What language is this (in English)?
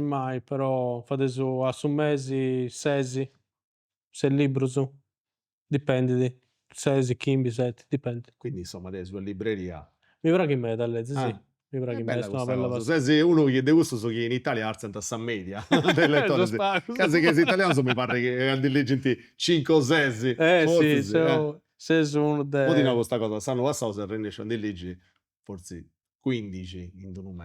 Sardinian